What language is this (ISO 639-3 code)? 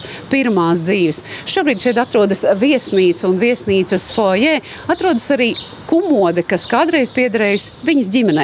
lav